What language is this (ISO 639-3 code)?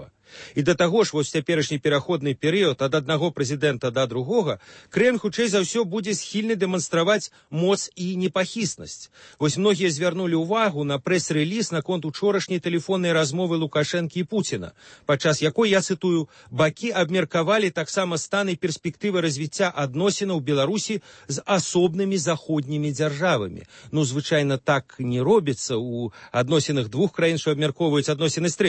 bel